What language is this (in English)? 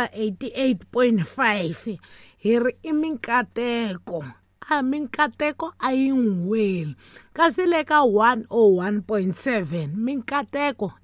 Tsonga